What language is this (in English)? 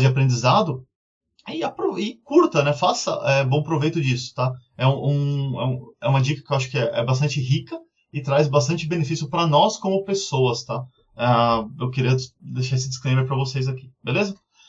Portuguese